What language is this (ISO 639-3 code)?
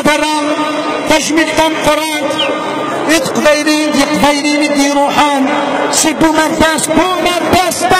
kab